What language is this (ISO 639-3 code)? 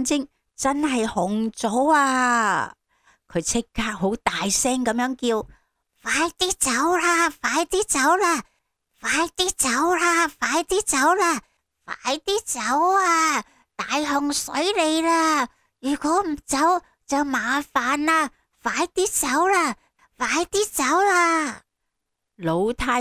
yue